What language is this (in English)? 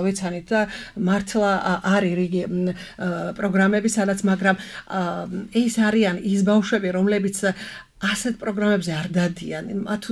Georgian